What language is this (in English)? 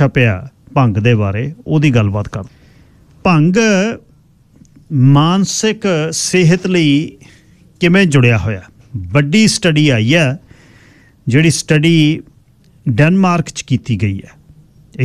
Punjabi